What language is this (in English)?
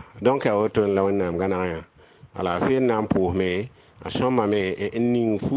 Mossi